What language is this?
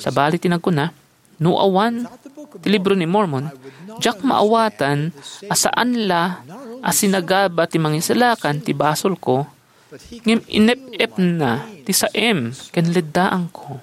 Iloko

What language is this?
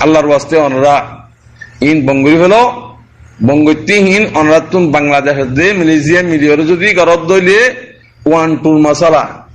Rohingya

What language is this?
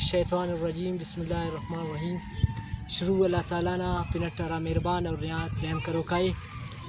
Brahui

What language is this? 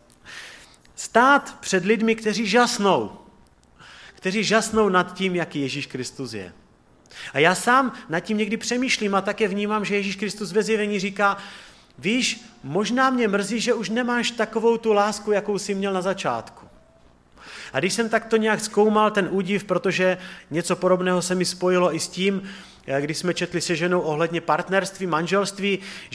Czech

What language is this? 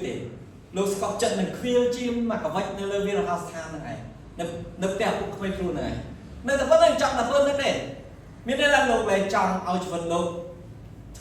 Khmer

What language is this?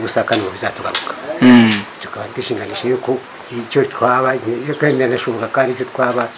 Kinyarwanda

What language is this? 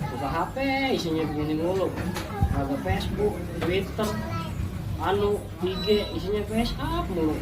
Betawi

